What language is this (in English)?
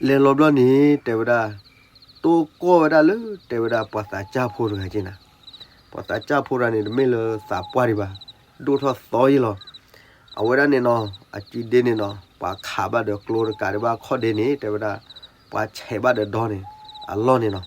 S'gaw Karen